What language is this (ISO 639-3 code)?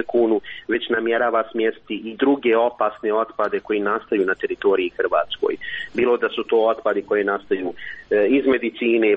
hrv